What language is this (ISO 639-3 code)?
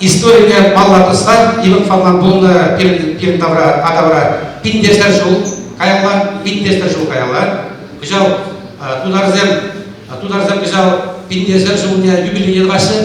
chv